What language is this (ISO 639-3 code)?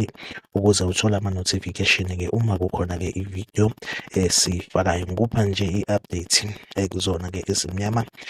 zul